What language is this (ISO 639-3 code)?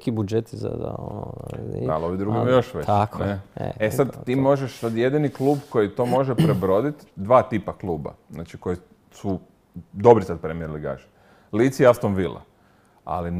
hrv